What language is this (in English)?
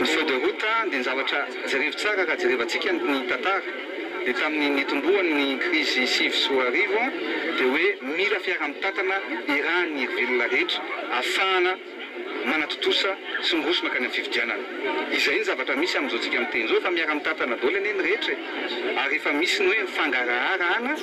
Malagasy